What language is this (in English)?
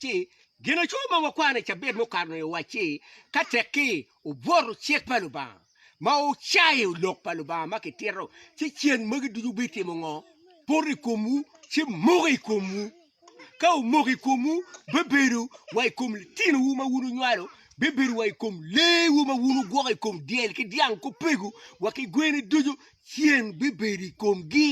Acoli